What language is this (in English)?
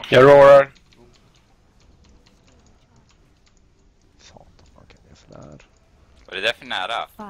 Swedish